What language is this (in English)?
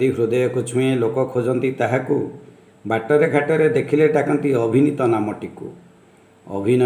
Odia